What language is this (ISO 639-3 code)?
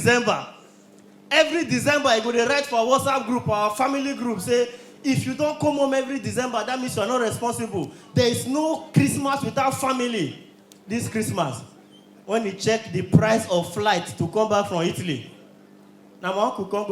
pcm